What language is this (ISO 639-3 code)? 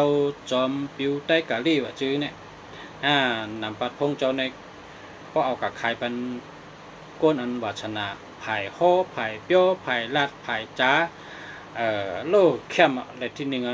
shn